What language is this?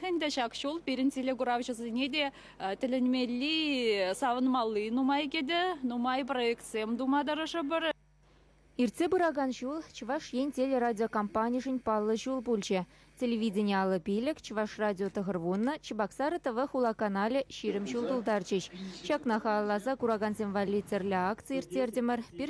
Chuvash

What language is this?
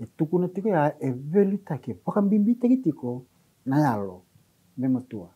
Fijian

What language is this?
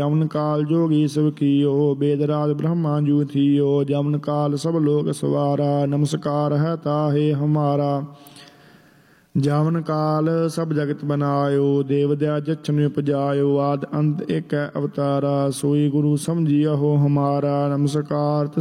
Punjabi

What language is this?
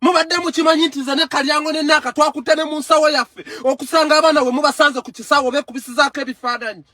Ganda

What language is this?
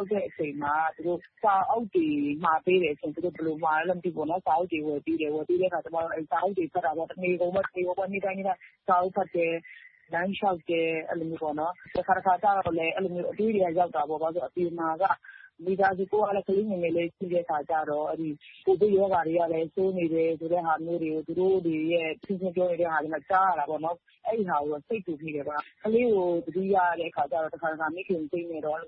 Burmese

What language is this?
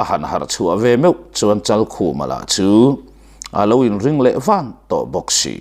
Mizo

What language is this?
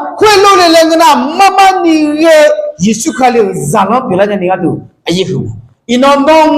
Akha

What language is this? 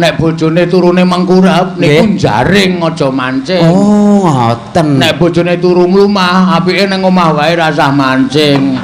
Javanese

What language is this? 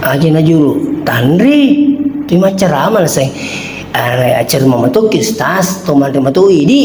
Buginese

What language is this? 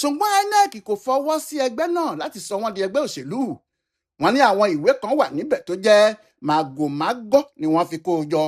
Yoruba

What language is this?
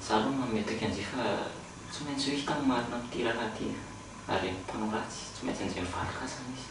Malagasy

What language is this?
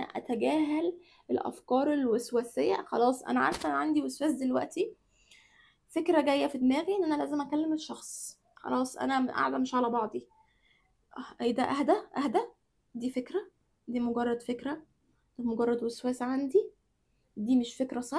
Egyptian Arabic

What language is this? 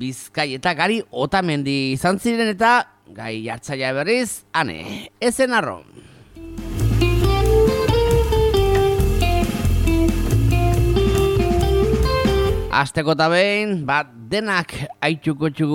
Basque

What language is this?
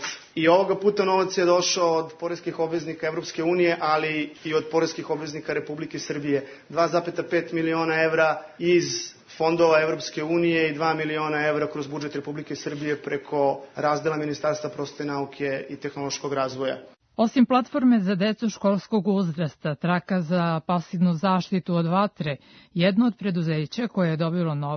Serbian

